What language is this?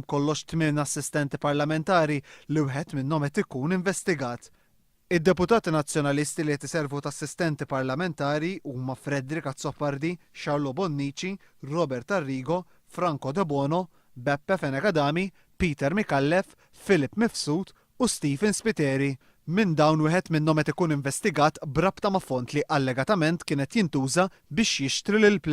Maltese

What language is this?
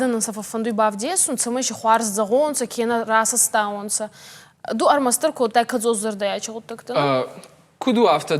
Ossetic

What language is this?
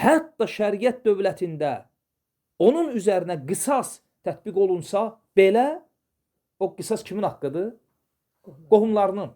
Azerbaijani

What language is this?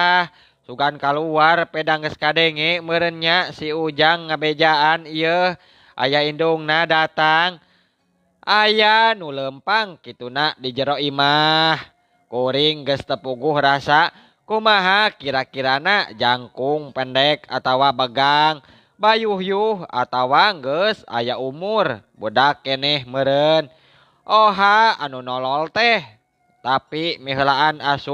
Sundanese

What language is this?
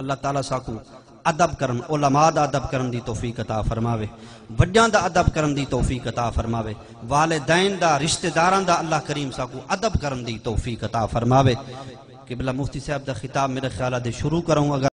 Saraiki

